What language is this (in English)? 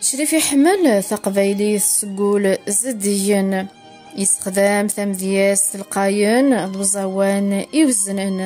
Kabyle